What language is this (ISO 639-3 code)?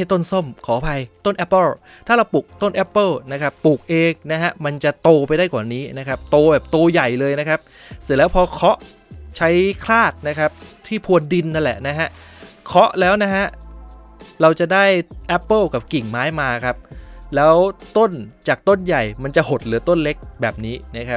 tha